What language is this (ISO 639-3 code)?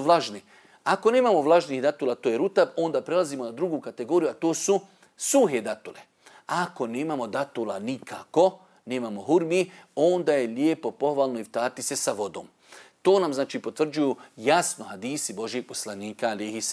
bos